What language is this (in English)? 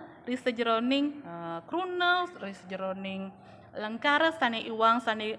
Balinese